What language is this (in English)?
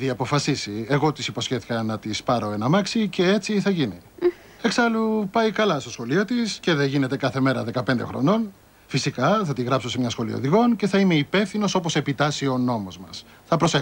Greek